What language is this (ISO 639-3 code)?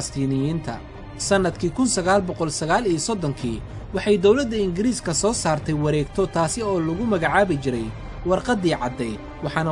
som